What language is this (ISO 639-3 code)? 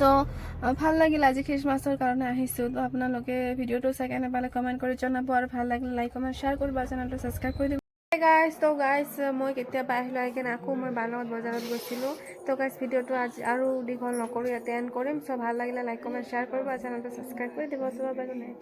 asm